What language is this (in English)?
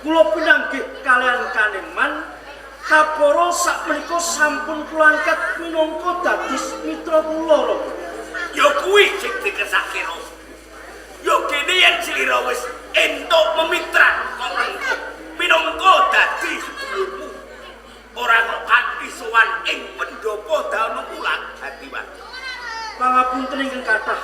Javanese